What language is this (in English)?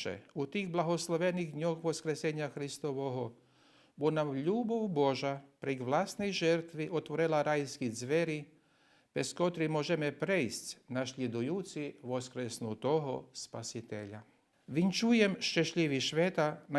Rusyn